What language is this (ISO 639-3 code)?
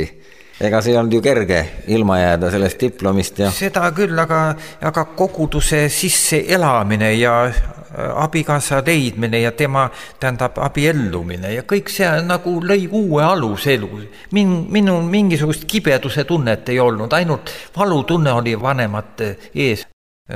est